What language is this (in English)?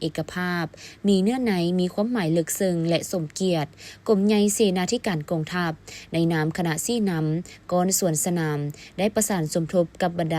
Lao